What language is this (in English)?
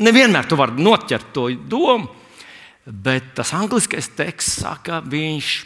Latvian